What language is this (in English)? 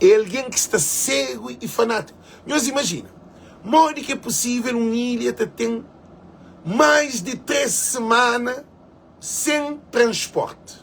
Kabuverdianu